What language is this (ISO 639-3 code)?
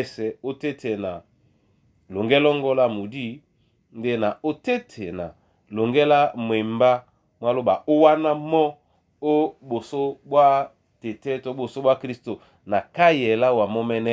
dua